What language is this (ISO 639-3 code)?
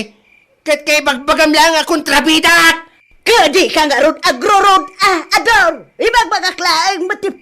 ilo